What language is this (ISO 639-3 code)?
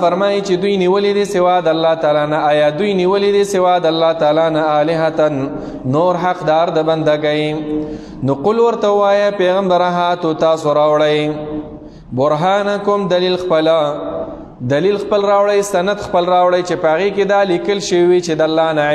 pus